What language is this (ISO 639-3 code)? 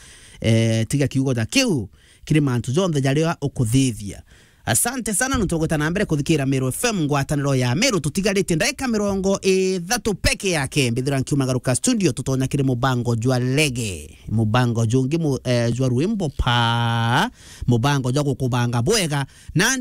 mer